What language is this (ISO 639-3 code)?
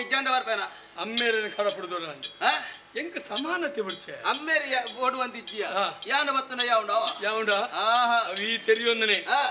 tcy